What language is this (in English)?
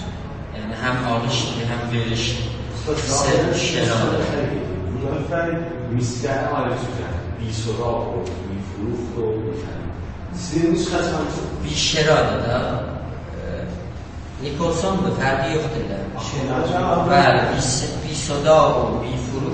South Azerbaijani